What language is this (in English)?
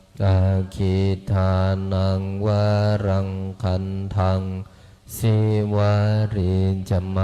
Pali